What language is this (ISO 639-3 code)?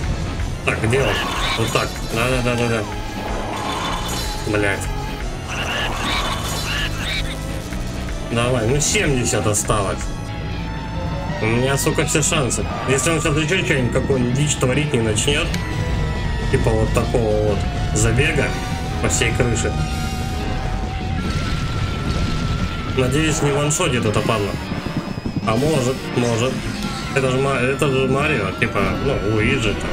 rus